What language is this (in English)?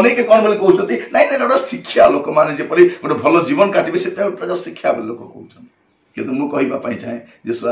Odia